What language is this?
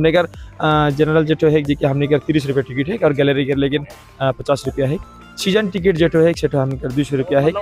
Sadri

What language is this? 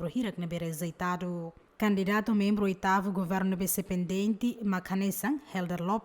Tetum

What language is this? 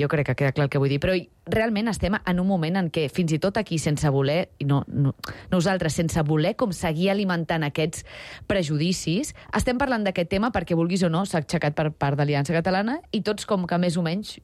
Catalan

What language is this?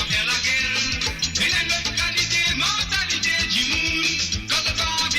Morisyen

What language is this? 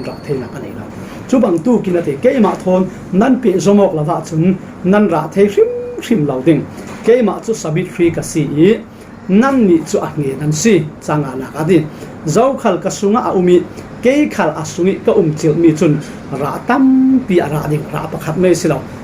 Falam Chin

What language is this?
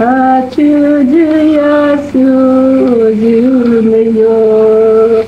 Crimean Tatar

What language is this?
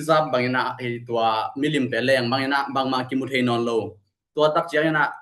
Tedim Chin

